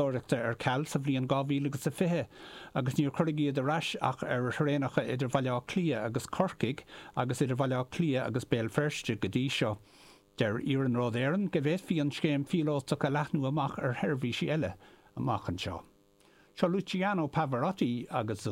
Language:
Irish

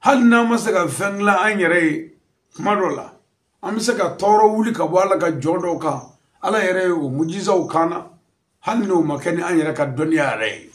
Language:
Bambara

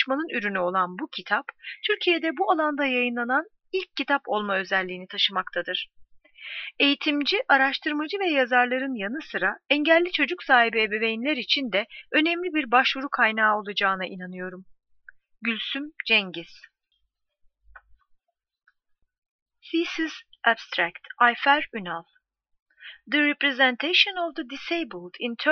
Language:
Turkish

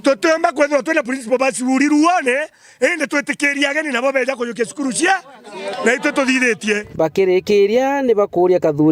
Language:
Meru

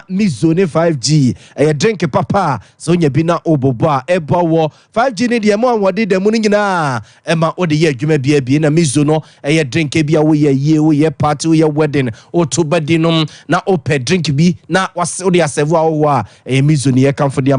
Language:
Akan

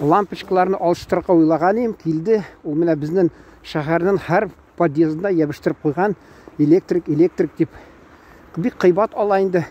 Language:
Tatar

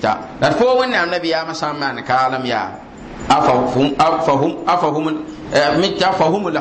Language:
Mossi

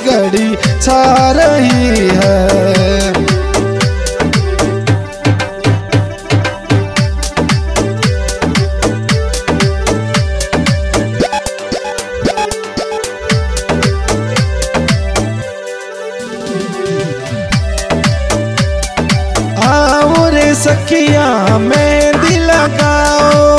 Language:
Hindi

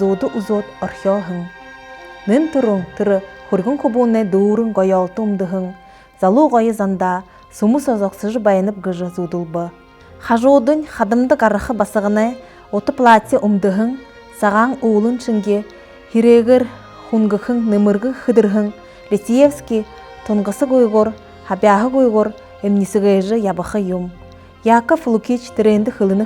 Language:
Buriat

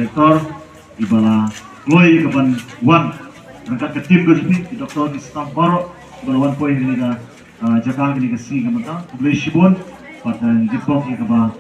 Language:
Khasi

